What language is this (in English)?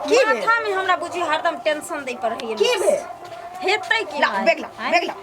Maithili